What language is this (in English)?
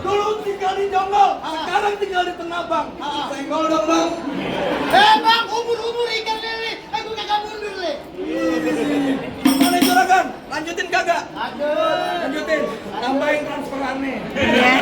Betawi